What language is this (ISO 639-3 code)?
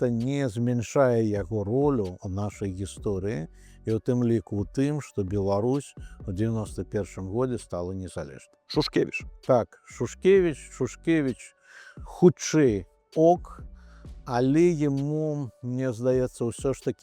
bel